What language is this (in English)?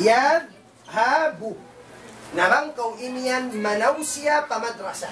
Tausug